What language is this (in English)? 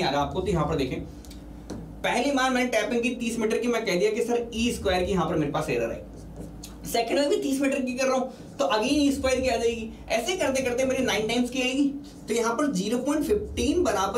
Hindi